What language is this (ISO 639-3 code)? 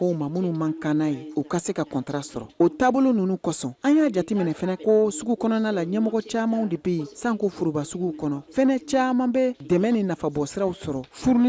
bam